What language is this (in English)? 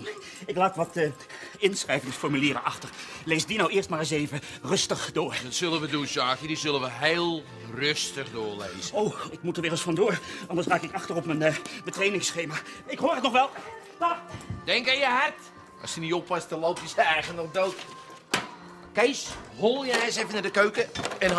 Dutch